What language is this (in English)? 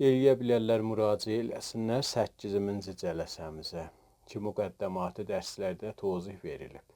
South Azerbaijani